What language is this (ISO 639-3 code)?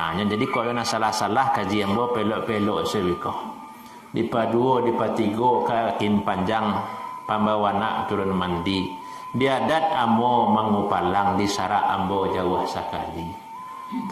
min